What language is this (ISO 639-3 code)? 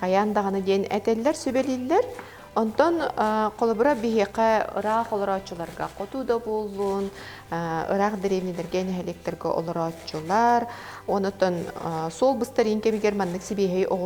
sah